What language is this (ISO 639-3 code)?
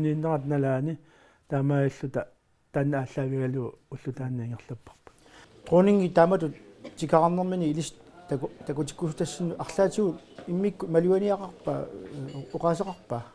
kal